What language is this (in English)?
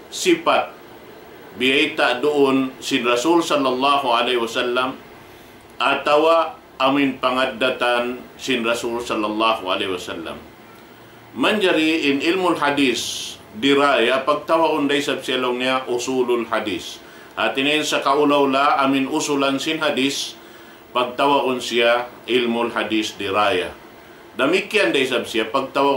Tausug